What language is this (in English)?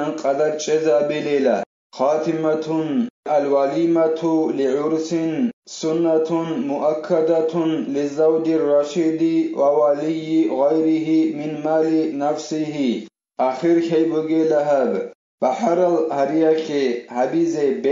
Avaric